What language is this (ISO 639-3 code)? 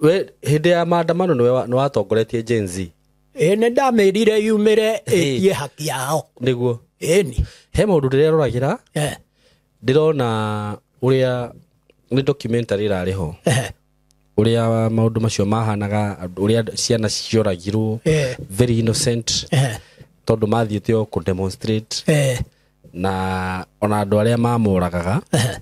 kik